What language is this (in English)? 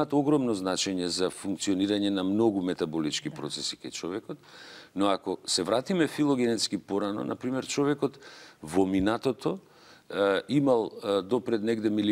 Macedonian